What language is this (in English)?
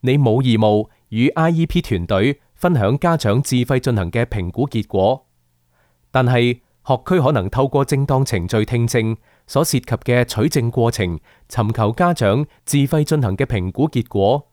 Cantonese